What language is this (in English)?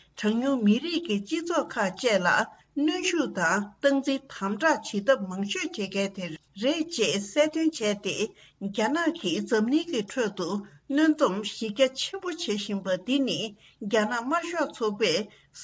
Tibetan